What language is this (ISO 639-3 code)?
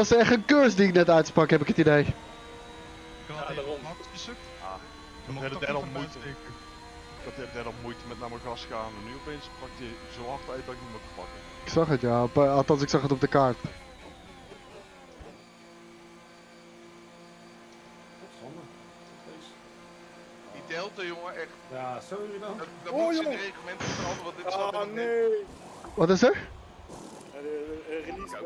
nld